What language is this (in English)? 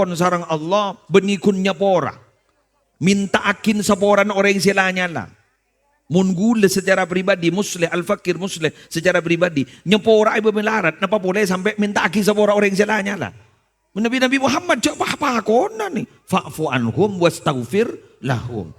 Madurese